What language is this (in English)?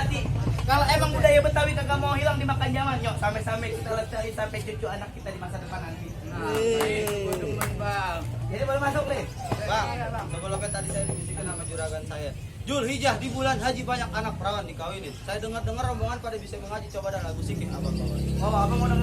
Betawi